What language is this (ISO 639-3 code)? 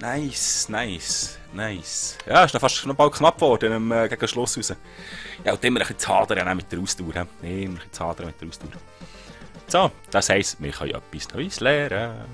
gsw